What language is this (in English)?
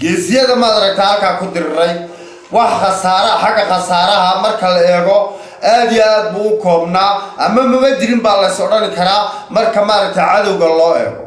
Somali